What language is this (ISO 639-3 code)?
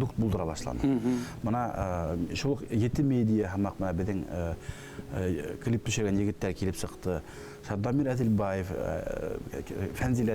bak